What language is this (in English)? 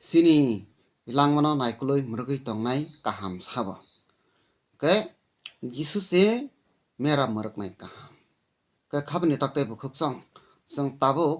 Kok Borok